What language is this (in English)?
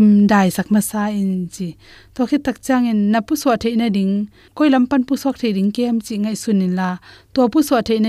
Tedim Chin